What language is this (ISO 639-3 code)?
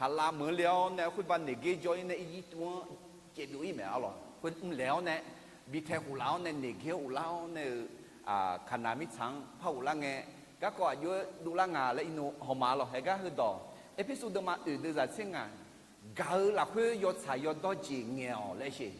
ahk